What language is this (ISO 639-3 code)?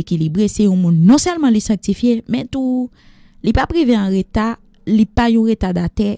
hat